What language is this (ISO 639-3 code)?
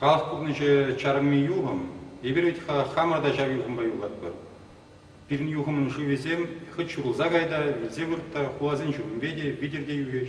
chv